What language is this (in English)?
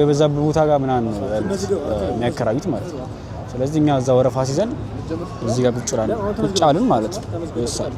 Amharic